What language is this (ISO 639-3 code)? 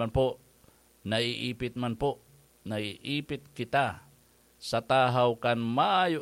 bik